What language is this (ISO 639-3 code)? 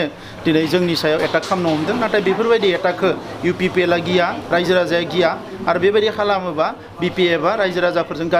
brx